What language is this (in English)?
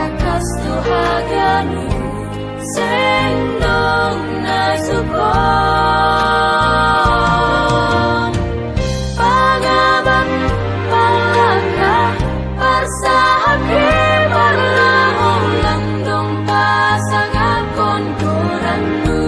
Batak Simalungun